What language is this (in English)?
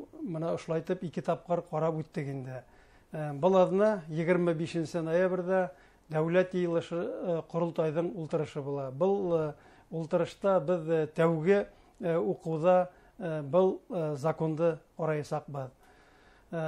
Bashkir